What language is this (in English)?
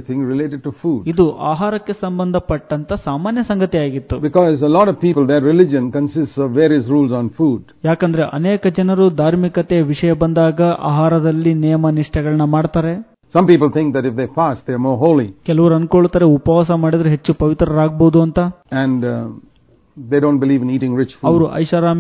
Kannada